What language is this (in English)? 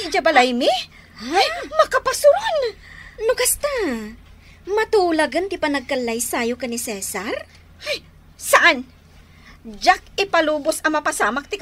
Iloko